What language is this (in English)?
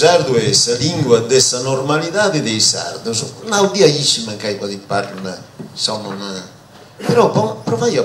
Sardinian